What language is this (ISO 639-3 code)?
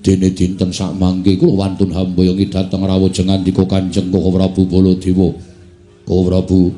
jav